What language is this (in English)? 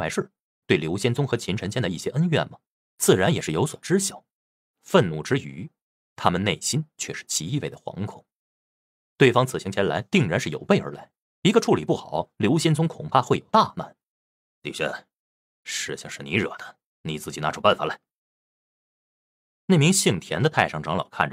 Chinese